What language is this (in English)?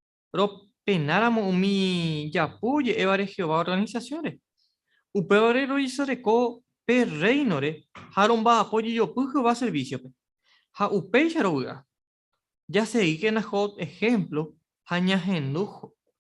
Guarani